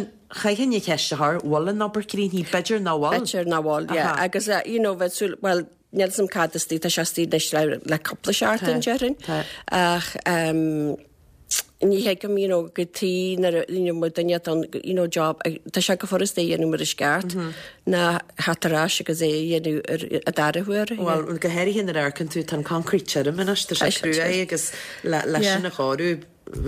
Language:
Irish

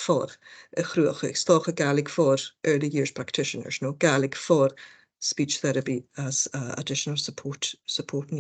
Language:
Scottish Gaelic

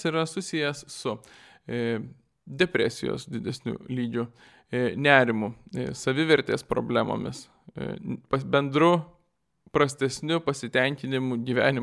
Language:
Lithuanian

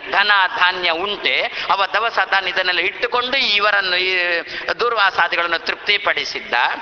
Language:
Kannada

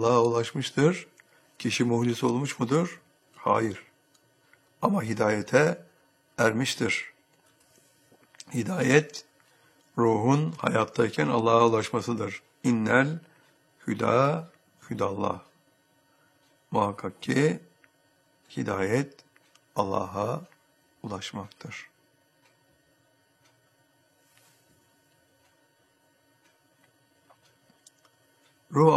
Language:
Turkish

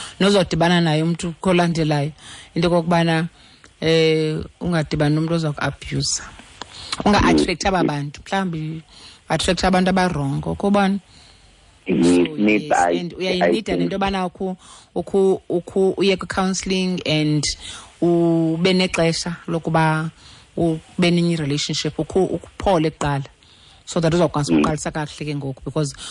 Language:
Xhosa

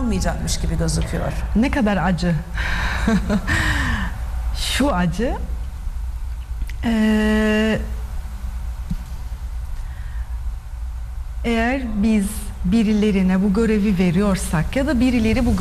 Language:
Turkish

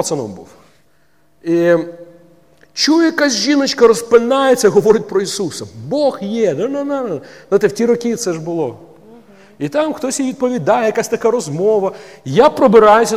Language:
Ukrainian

